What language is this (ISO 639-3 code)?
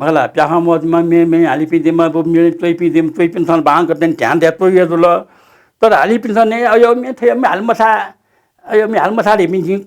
new